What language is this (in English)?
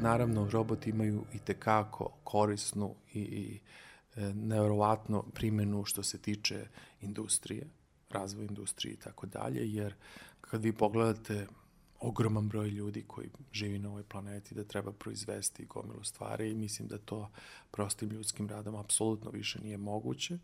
Serbian